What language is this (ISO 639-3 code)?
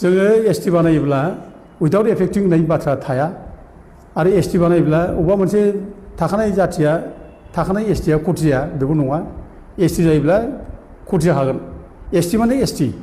brx